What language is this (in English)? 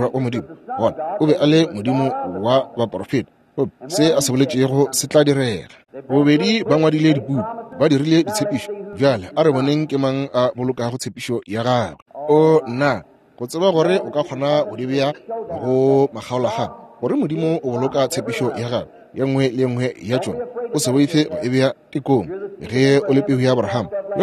Northern Sotho